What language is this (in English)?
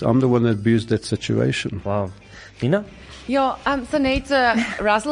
Afrikaans